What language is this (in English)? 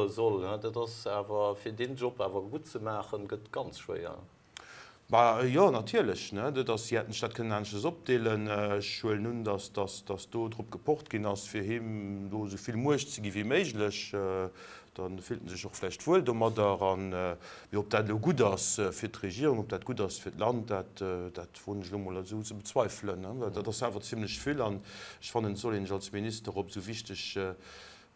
Luxembourgish